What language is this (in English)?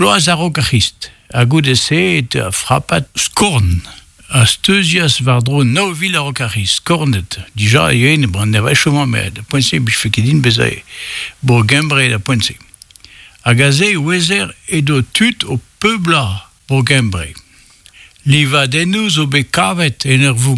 Breton